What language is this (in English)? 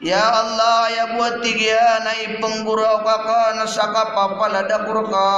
Maranao